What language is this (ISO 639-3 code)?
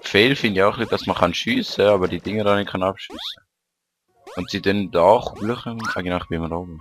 gsw